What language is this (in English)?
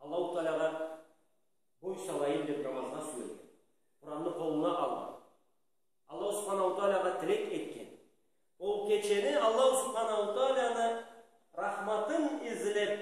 Karachay-Balkar